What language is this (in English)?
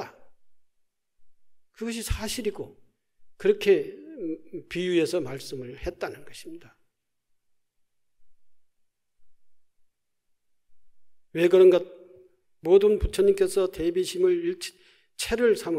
Korean